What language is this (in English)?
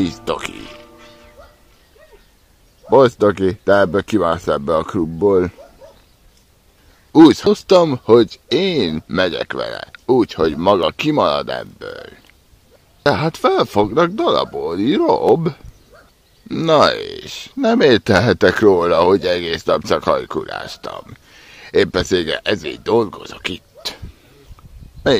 Hungarian